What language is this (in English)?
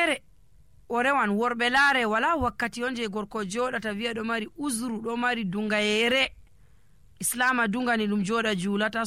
Nigerian Fulfulde